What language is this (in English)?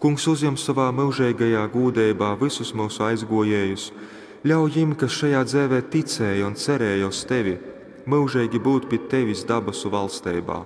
Latgalian